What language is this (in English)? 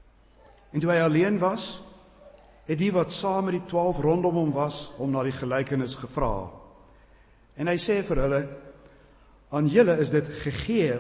Afrikaans